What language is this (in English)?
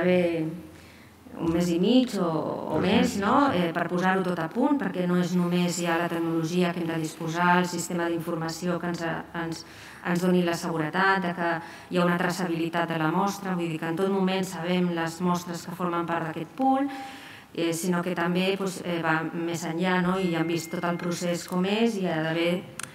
Catalan